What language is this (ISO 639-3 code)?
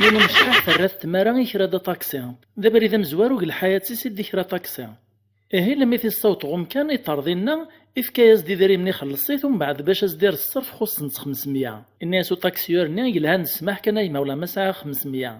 kab